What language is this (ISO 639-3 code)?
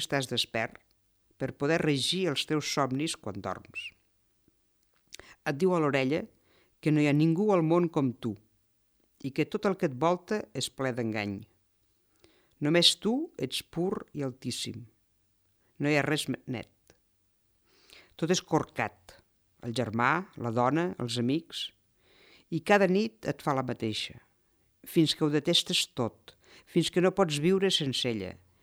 cat